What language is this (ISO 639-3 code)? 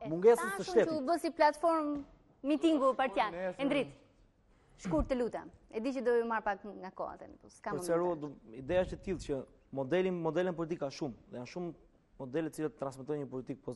sqi